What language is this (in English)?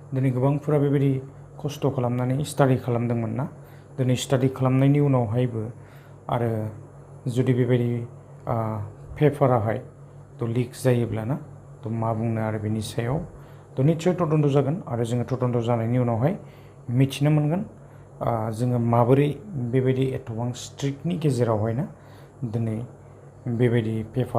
Bodo